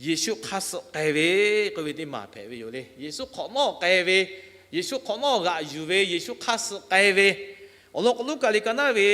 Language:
Lahu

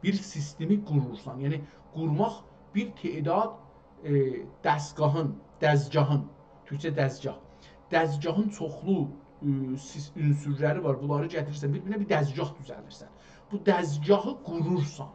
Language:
South Azerbaijani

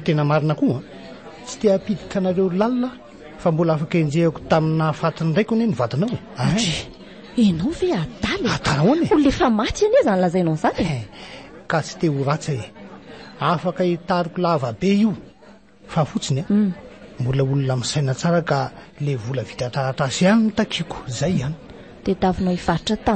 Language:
Malagasy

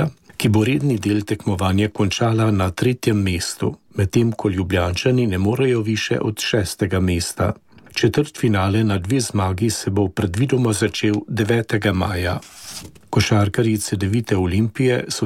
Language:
Slovenian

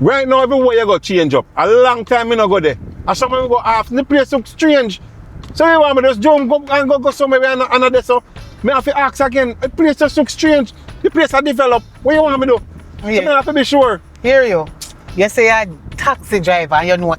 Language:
Jamaican Creole English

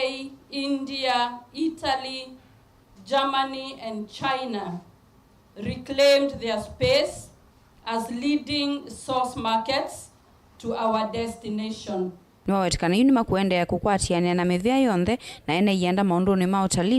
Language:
Kamba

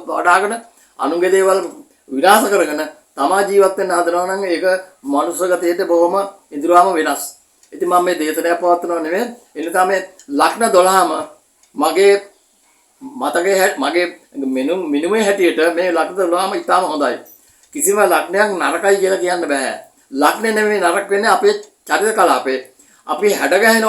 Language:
Sinhala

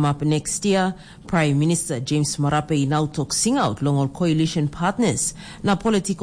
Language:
Tok Pisin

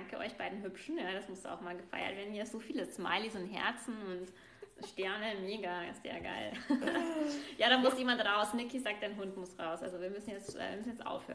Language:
German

